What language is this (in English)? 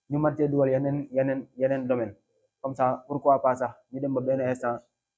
Wolof